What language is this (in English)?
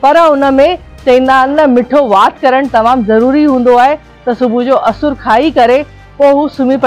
Sindhi